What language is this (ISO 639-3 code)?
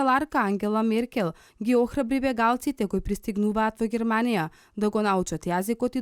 mkd